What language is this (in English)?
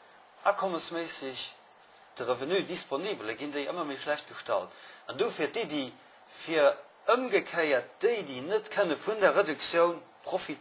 Luxembourgish